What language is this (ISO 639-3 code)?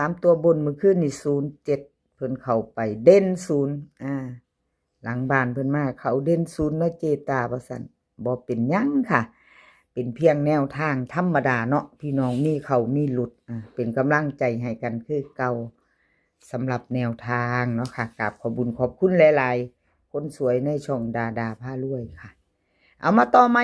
tts